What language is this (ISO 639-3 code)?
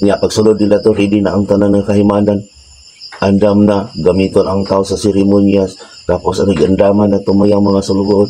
ceb